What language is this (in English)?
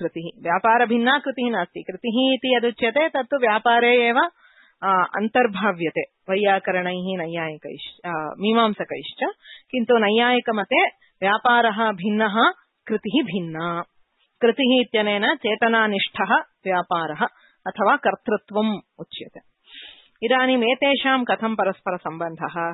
Sanskrit